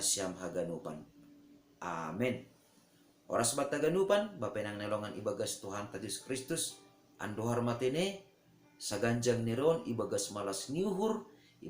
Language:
Batak Simalungun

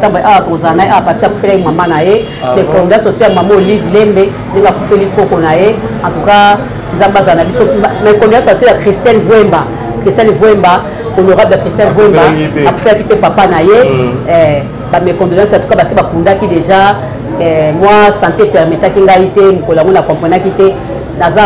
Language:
Lingala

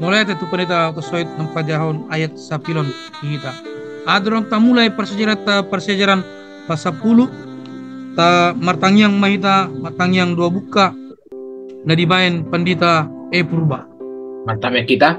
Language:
Batak Toba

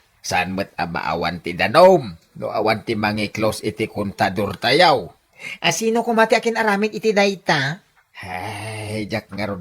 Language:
Iloko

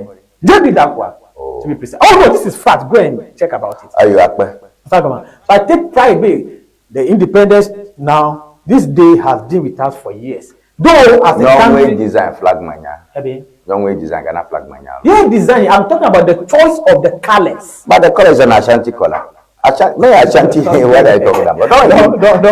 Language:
Ewe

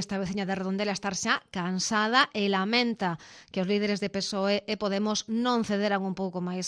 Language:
Galician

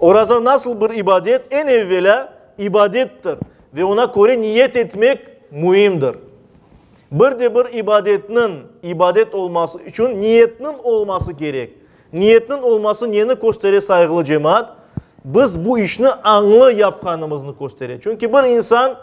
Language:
Crimean Tatar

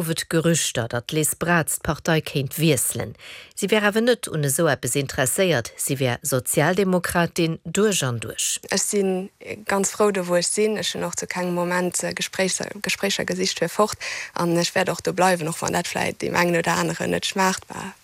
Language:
Luxembourgish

